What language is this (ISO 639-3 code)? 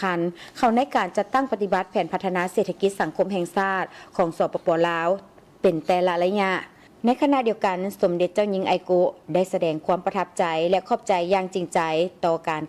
lao